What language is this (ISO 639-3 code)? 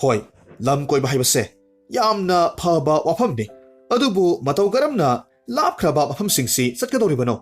mni